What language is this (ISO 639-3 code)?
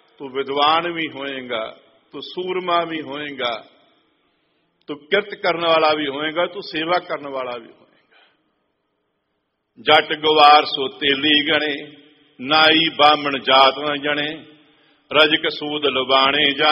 pan